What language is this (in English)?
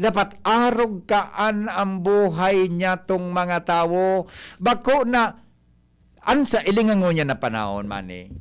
Bikol